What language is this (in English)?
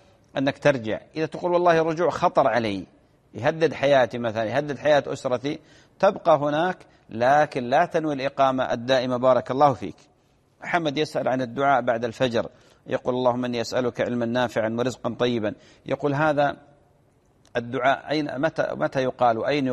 Arabic